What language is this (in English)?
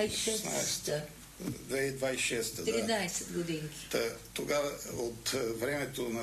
Bulgarian